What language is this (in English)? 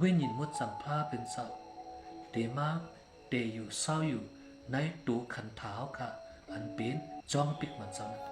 Shan